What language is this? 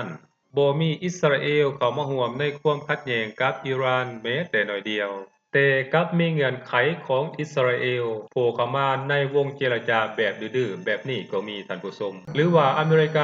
Lao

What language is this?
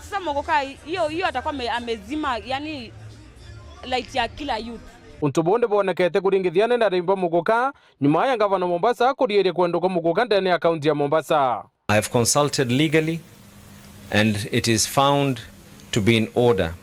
Meru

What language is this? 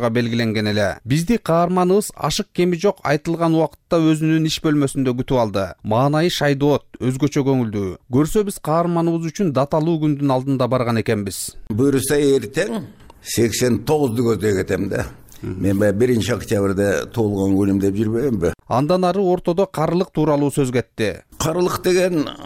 Kyrgyz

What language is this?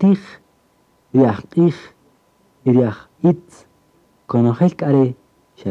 Kaqchikel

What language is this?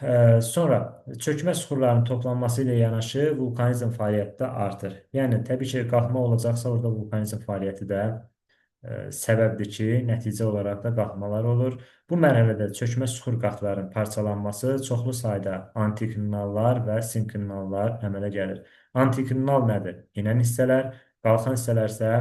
Azerbaijani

